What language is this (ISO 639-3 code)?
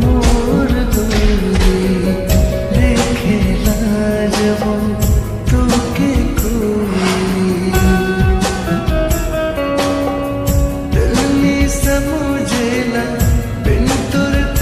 bho